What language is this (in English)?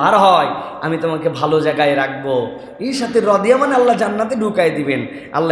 Bangla